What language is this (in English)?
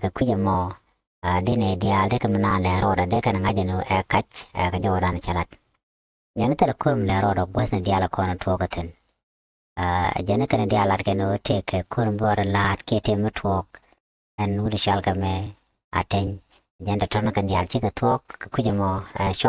Nuer